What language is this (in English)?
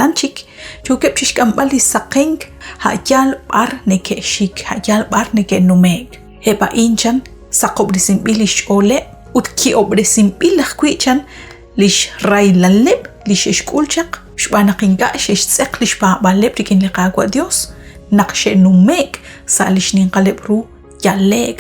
Kekchí